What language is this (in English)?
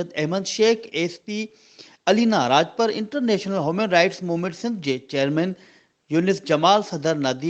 Sindhi